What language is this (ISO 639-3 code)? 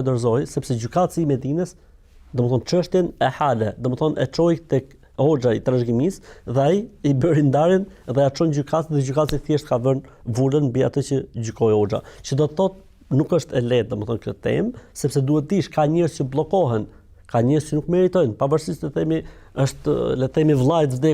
sqi